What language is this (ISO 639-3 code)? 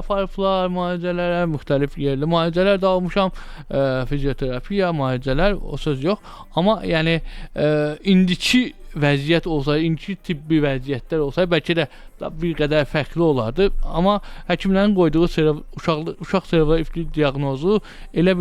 aze